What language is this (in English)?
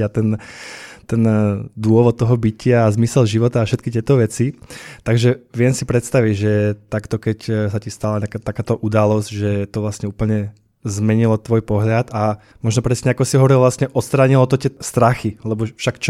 Slovak